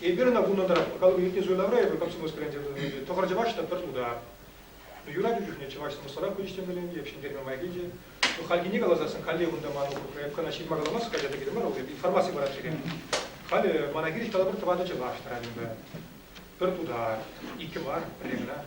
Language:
Chuvash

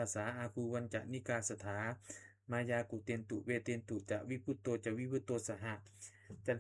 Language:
Pali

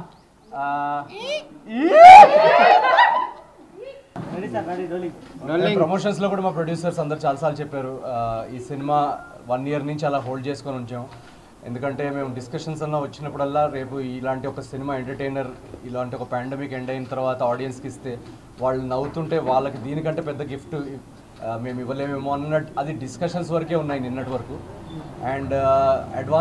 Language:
Telugu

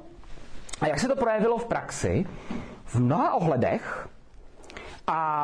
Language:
Czech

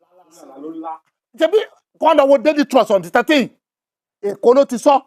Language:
Yoruba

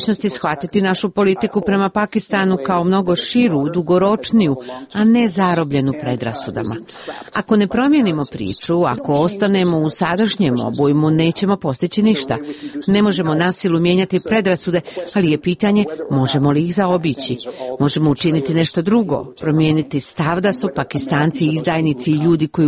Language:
Serbian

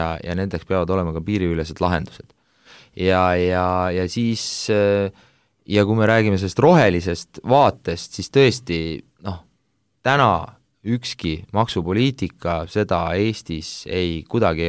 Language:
Estonian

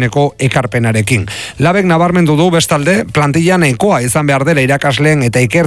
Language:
Basque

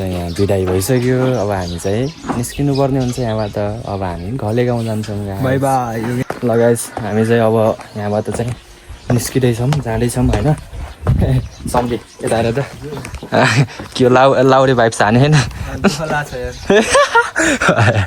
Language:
Nepali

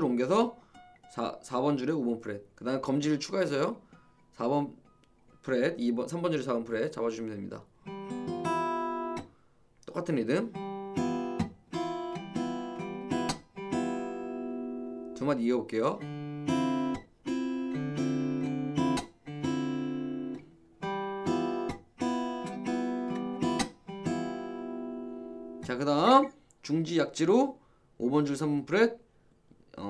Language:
Korean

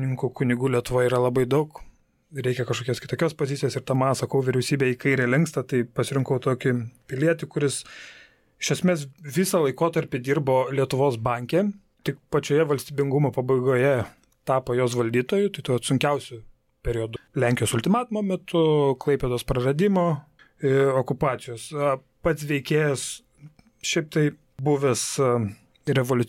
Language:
Lithuanian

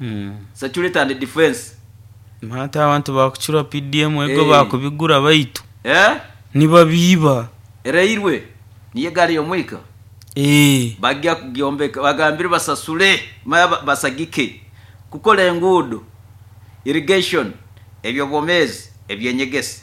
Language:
Nyoro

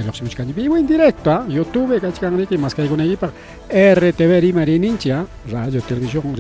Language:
Ayacucho Quechua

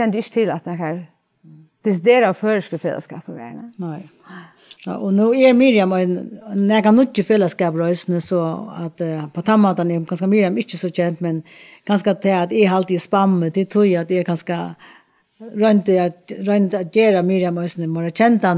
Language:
Faroese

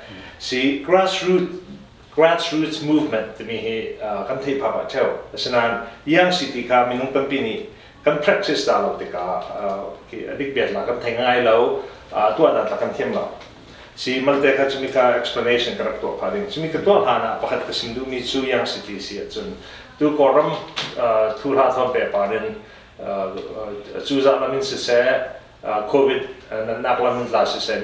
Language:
Hakha Chin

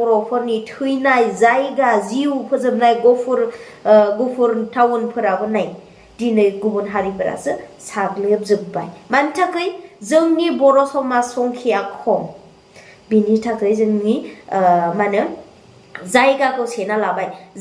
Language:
Bodo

